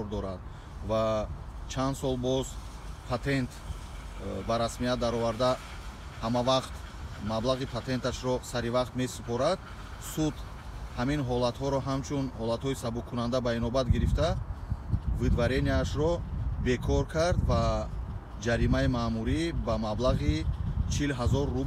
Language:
Tajik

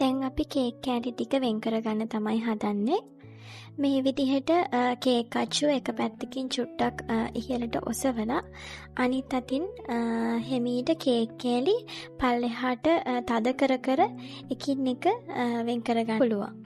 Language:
Sinhala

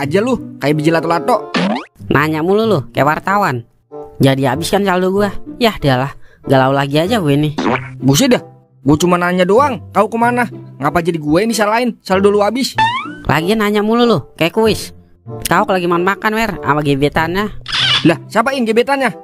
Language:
Betawi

